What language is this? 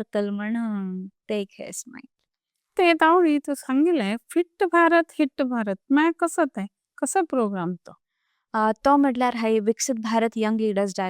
Konkani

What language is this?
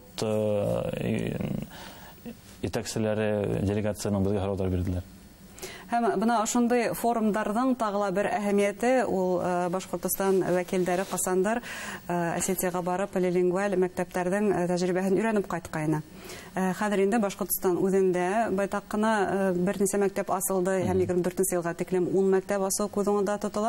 Bashkir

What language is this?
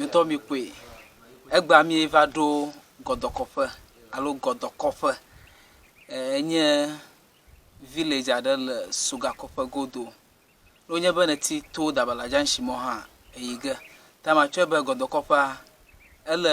Ewe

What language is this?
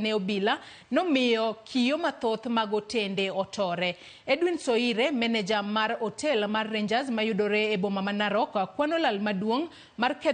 Luo (Kenya and Tanzania)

